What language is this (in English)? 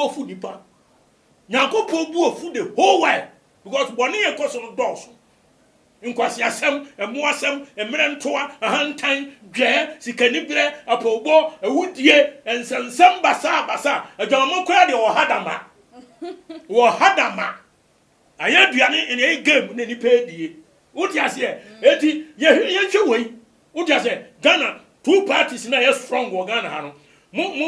Akan